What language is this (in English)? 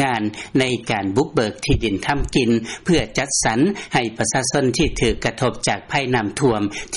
Lao